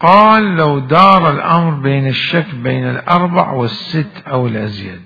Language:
Mesopotamian Arabic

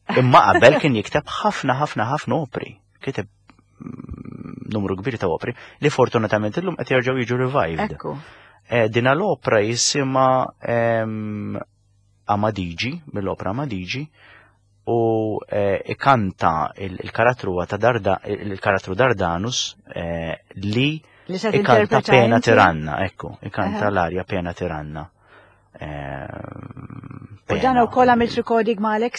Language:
Maltese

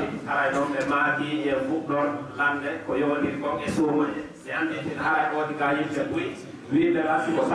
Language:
Fula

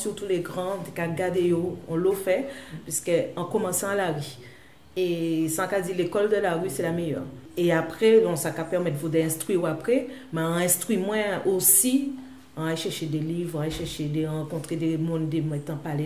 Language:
Guadeloupean Creole French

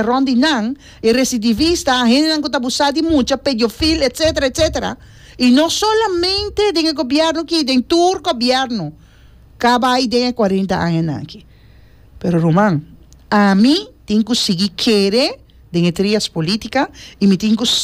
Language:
Papiamento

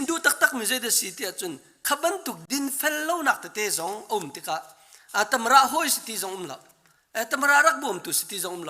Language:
Hakha Chin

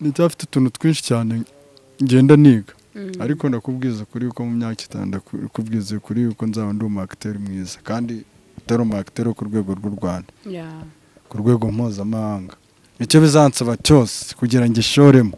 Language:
Kinyarwanda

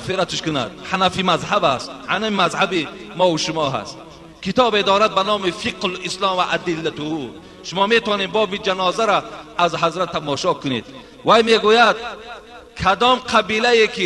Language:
Tajik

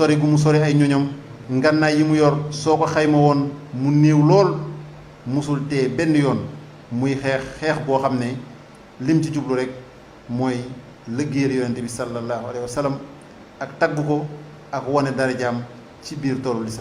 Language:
Wolof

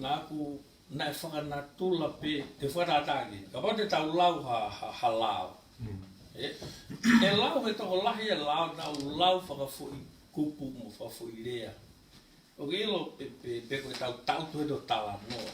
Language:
Tongan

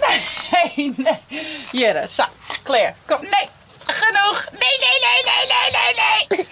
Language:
Western Frisian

